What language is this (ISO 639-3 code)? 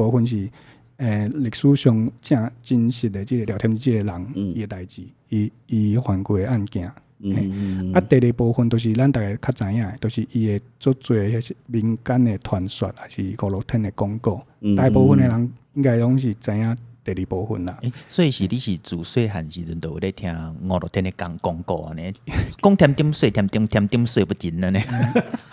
nan